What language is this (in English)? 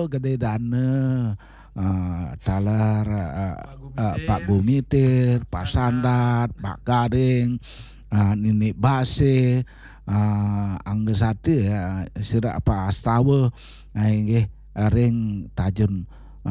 Balinese